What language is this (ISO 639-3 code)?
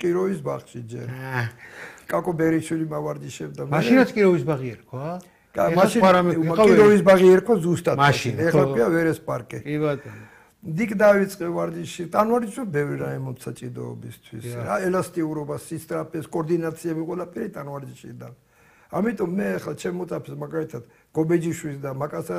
kat